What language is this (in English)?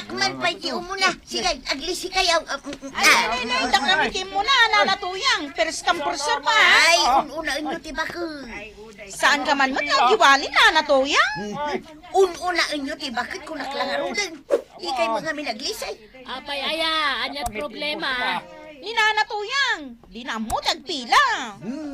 Iloko